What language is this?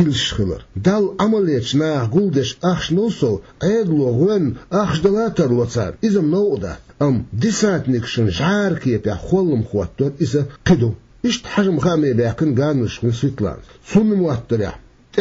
Chechen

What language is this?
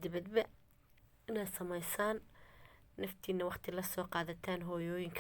Somali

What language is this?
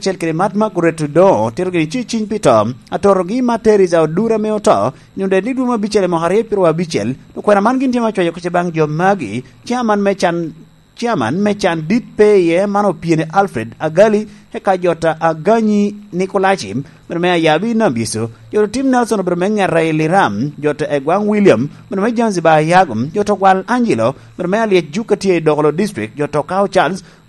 Lango (Uganda)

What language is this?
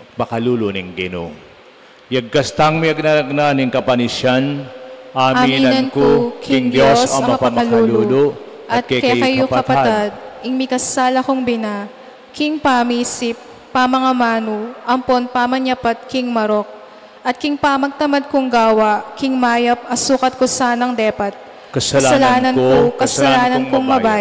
Pampanga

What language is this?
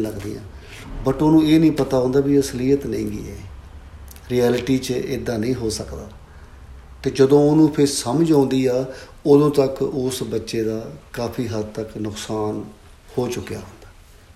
Punjabi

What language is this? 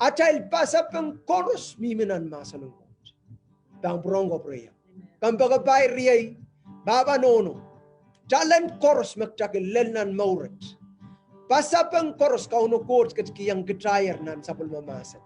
Pohnpeian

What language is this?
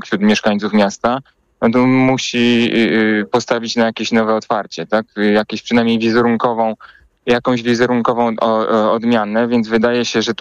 Polish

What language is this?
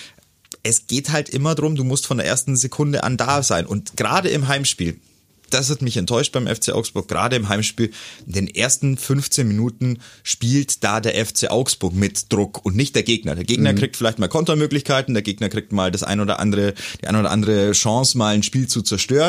German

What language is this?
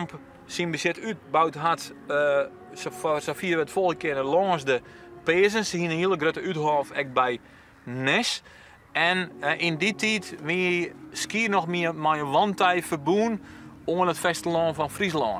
Western Frisian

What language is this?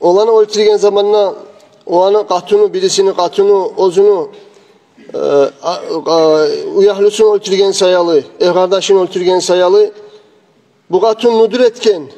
Kumyk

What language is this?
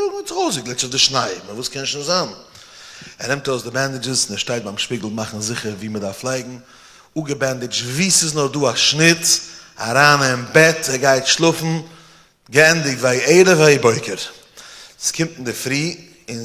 Yiddish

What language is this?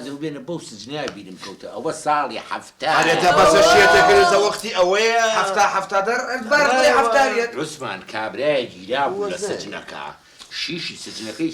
Central Kurdish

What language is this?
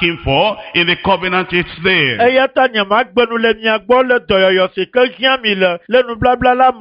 Ewe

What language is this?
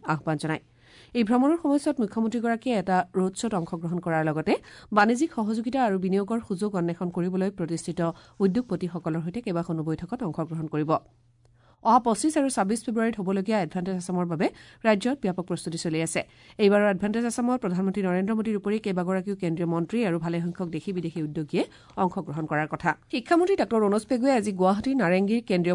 Assamese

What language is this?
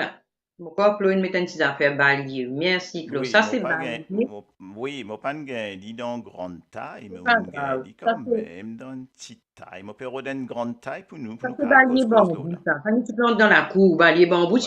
Morisyen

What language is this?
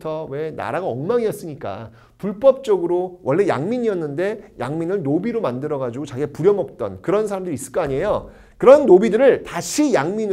Korean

